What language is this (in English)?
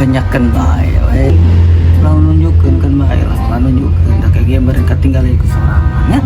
Sundanese